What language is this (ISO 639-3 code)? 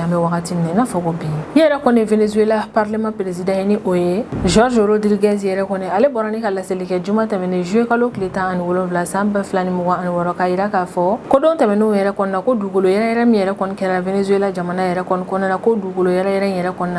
bam